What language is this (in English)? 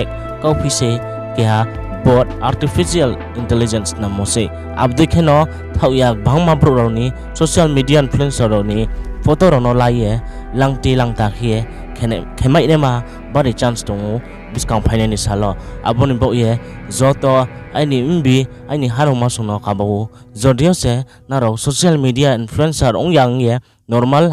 Riang (India)